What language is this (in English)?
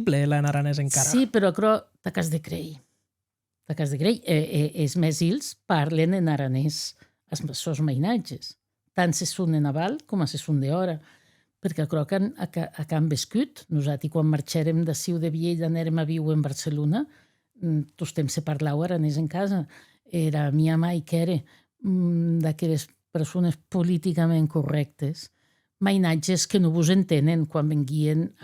Occitan